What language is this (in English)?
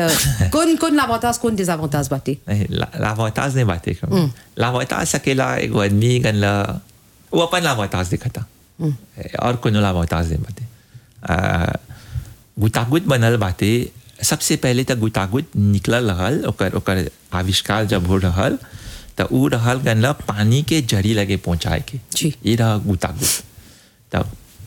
Bhojpuri